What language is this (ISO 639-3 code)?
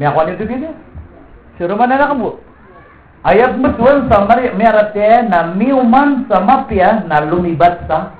mrw